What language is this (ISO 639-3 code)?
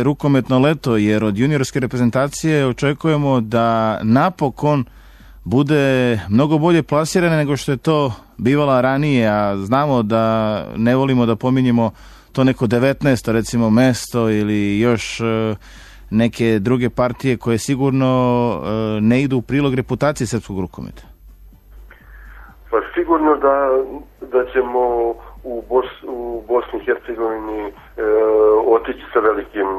srp